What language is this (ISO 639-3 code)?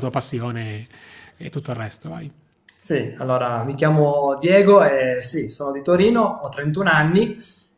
ita